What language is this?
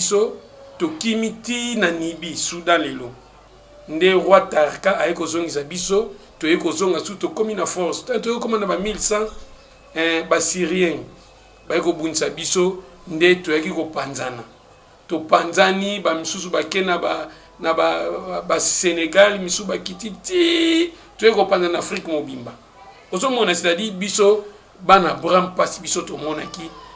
Lingala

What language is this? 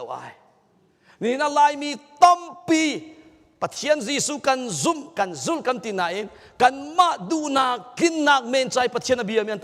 Hakha Chin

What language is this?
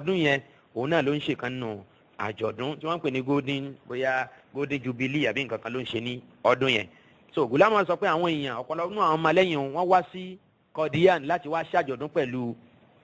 Yoruba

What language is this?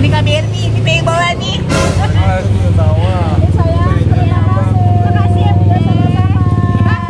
Betawi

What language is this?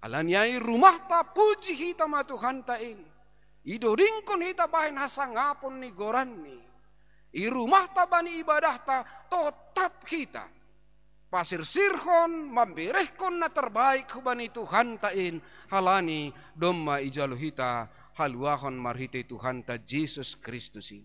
Batak Simalungun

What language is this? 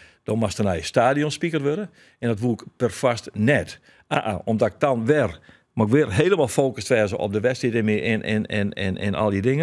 Western Frisian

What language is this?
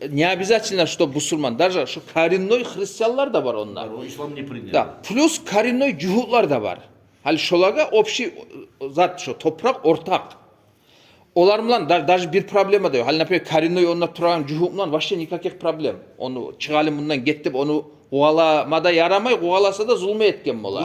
Kumyk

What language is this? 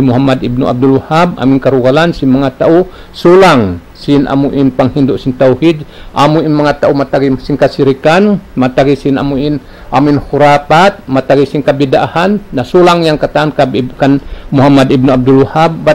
Tausug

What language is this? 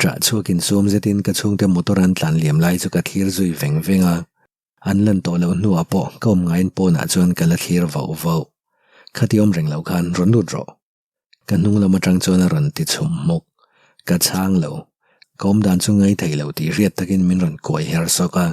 Mizo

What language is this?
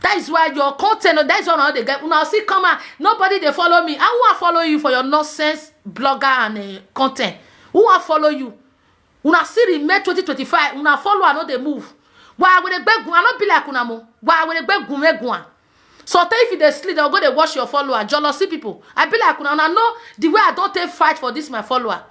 Nigerian Pidgin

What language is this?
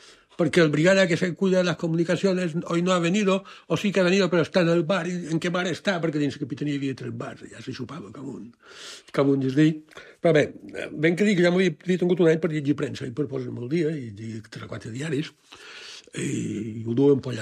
Catalan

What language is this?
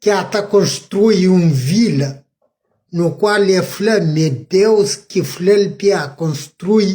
Kabuverdianu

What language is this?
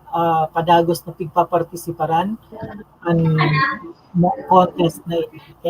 Bikol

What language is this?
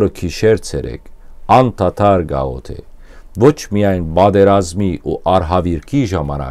Western Armenian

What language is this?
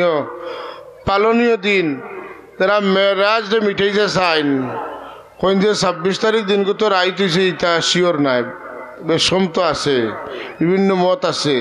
Sylheti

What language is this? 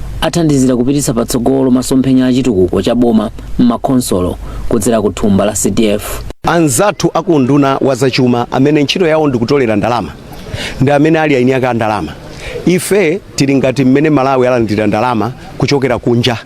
Nyanja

